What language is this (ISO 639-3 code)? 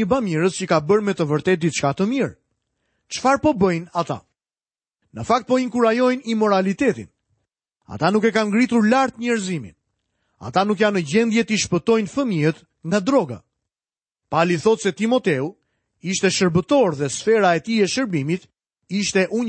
sqi